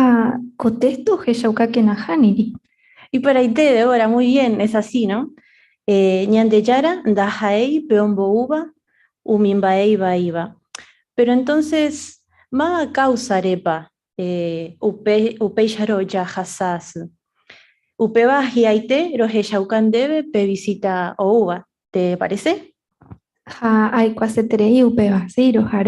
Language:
Guarani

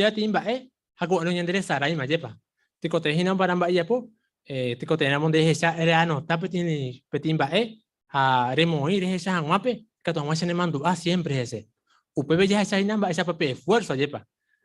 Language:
Guarani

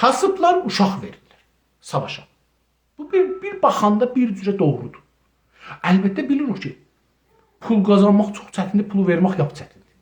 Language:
South Azerbaijani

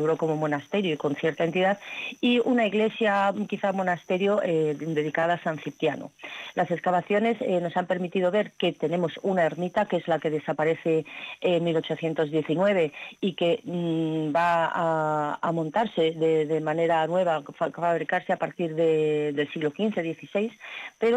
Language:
Spanish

